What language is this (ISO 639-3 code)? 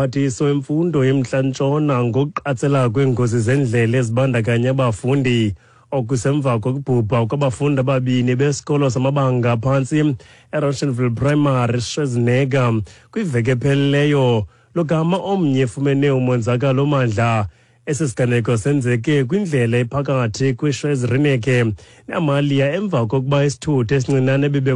xho